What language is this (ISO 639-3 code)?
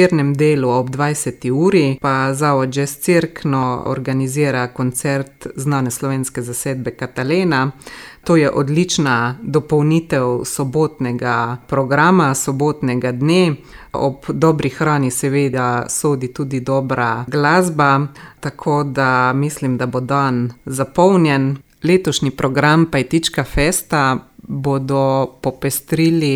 slv